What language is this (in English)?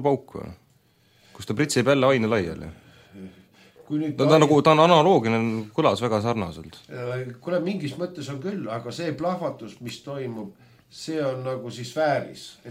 Estonian